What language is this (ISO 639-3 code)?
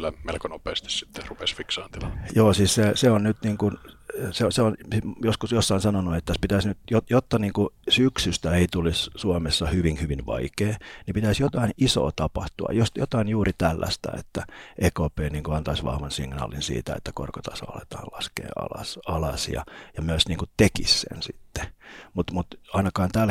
fin